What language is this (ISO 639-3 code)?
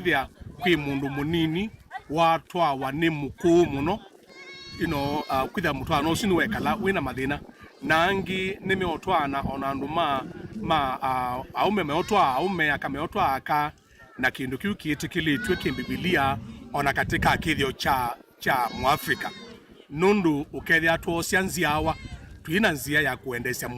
kam